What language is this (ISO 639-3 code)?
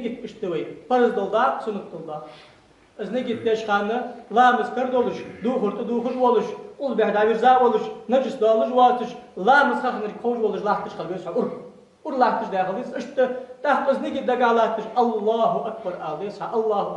inh